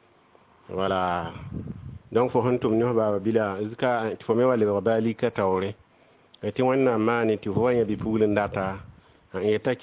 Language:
Mossi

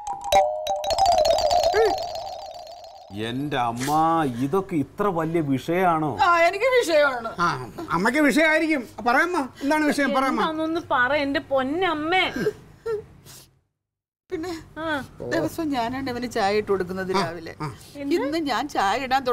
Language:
Malayalam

